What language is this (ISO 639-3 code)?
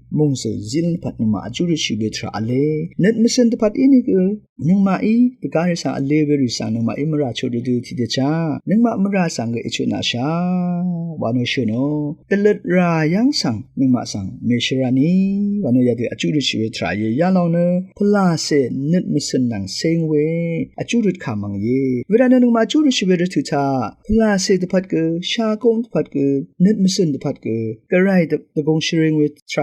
raw